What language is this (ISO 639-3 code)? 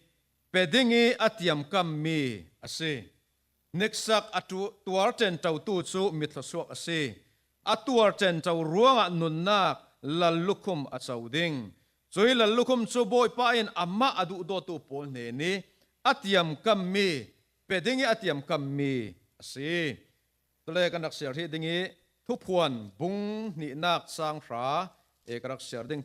cfm